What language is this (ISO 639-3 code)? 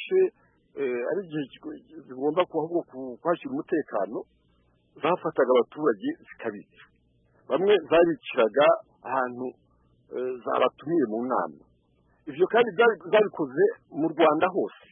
kin